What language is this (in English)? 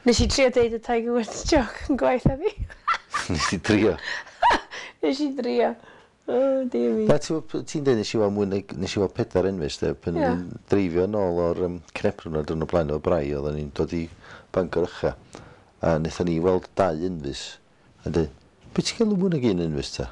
Welsh